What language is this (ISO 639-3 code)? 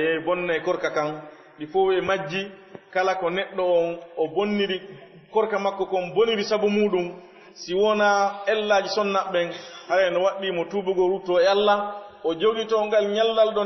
ful